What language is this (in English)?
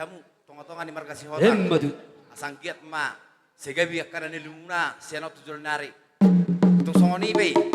Batak Toba